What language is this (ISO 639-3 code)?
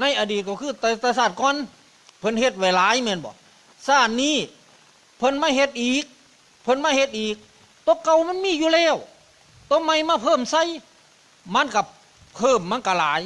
tts